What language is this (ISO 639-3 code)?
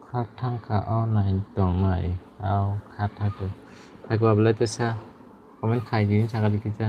trp